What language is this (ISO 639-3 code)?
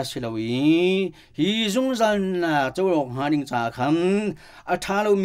cnh